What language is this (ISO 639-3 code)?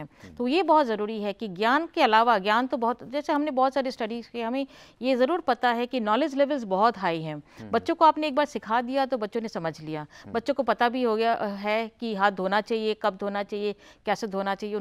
hin